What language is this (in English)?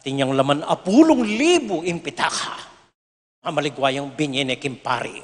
Pampanga